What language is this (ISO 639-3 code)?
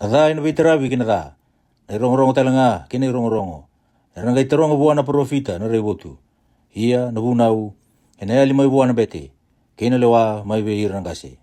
fij